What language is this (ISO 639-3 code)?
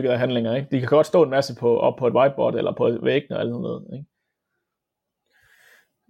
dan